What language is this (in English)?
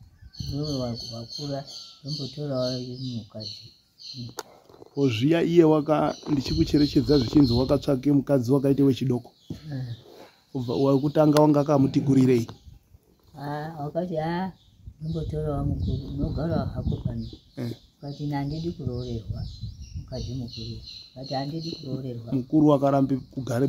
Shona